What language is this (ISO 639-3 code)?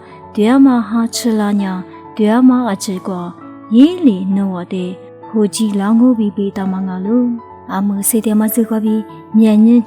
lis